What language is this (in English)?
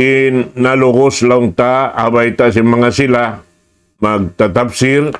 Tausug